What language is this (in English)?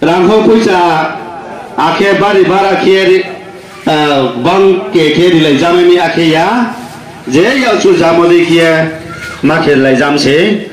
Riang (India)